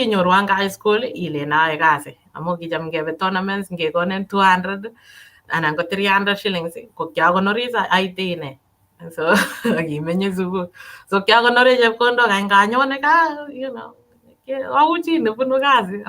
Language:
Kalenjin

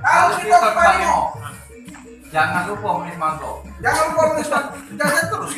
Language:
Musi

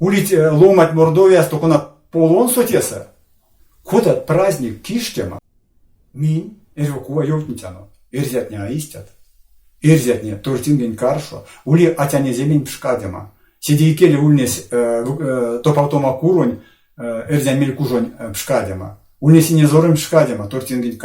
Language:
Erzya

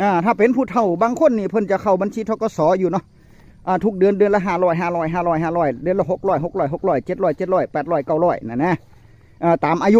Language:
Northeastern Thai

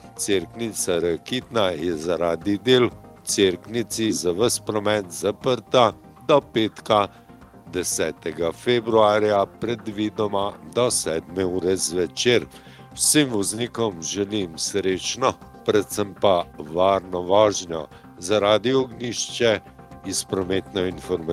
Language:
Slovenian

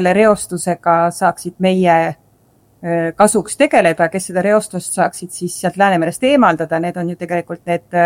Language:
Estonian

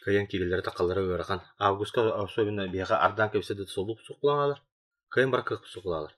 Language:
Yakut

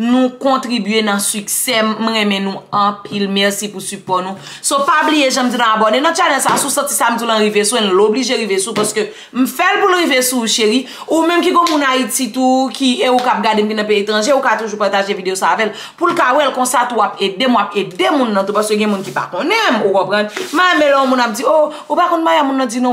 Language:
Haitian Creole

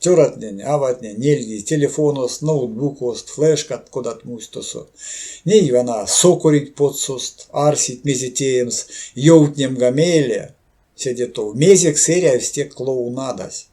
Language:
Erzya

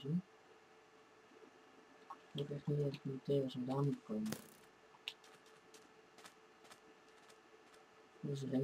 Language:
Dutch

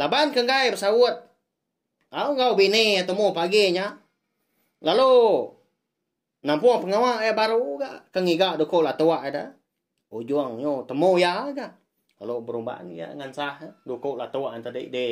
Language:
Iban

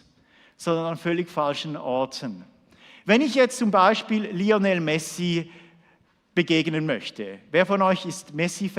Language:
Swiss German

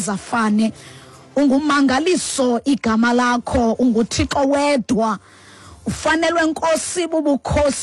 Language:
Xhosa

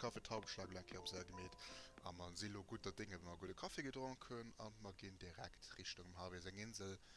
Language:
Luxembourgish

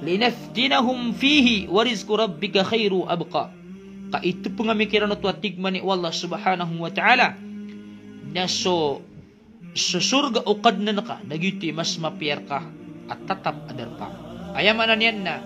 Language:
Maranao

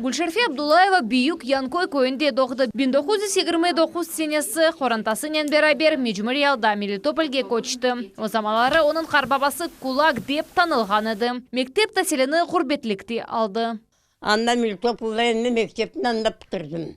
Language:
Crimean Tatar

